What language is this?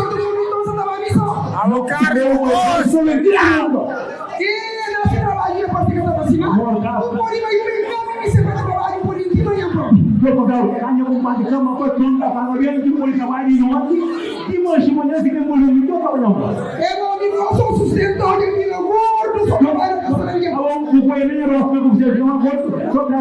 Kabuverdianu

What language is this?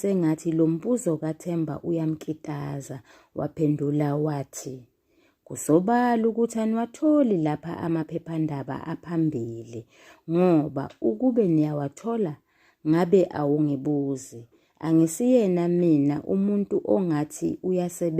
Zulu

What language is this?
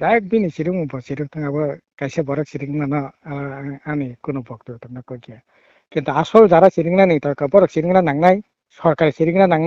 Kok Borok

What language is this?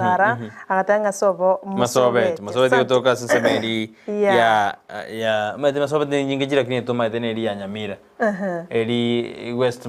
Gusii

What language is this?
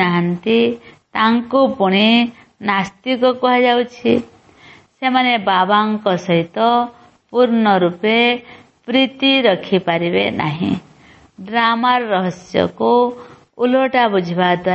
Odia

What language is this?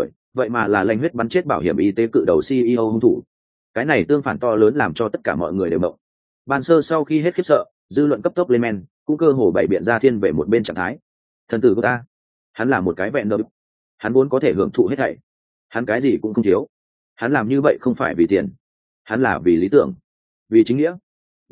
Vietnamese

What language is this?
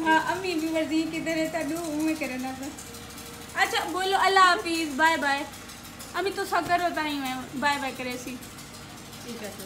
Saraiki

